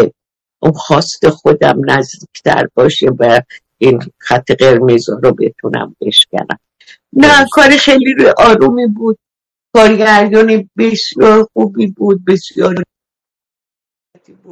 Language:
Persian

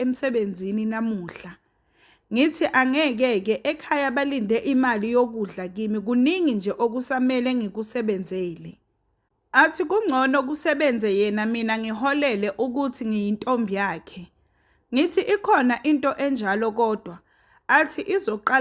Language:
Zulu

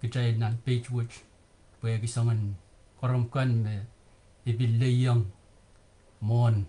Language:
Pohnpeian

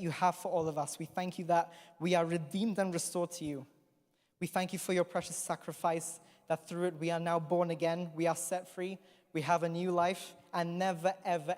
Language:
English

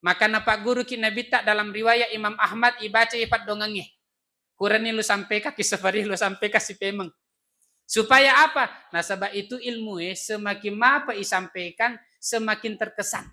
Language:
Buginese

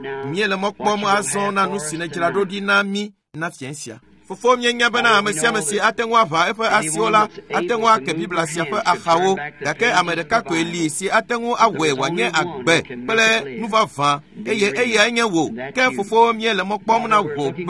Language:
Ewe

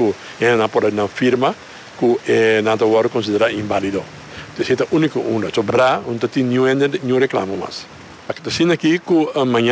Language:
Papiamento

